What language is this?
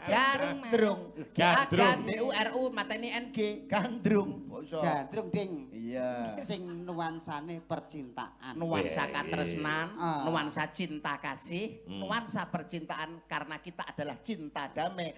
Javanese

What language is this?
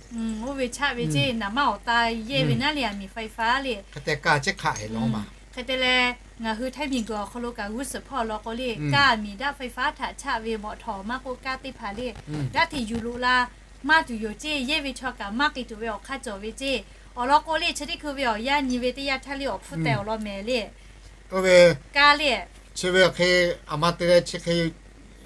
Lahu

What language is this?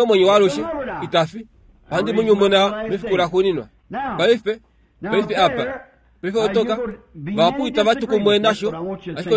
Kuanyama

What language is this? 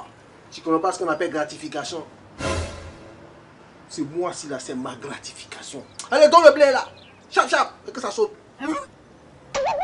French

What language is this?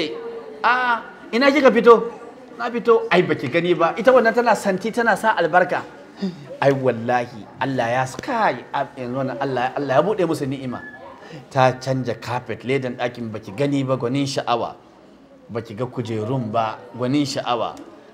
Hausa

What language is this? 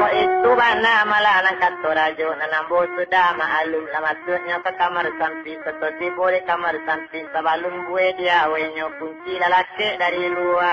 Minangkabau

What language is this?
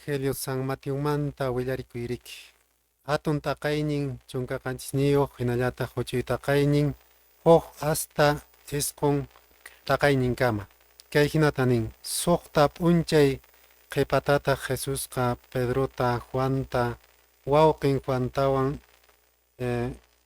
Quechua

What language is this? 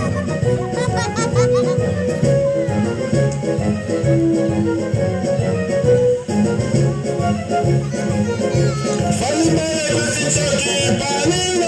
Italian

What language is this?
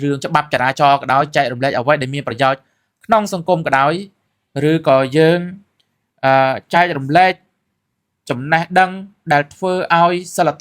Khmer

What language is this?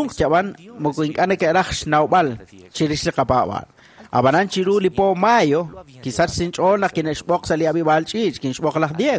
Kekchí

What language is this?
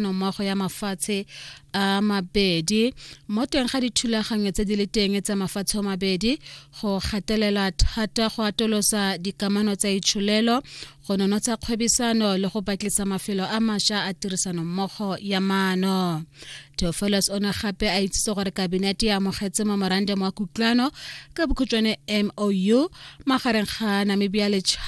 Tswana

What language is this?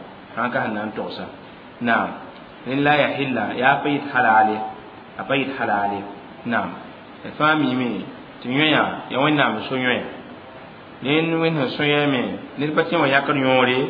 Mossi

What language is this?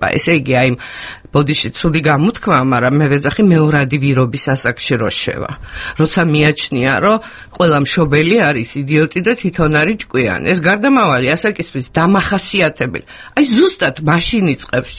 Georgian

